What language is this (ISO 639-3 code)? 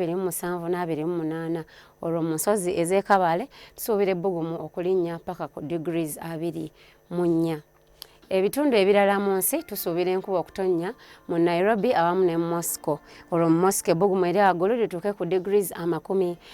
lug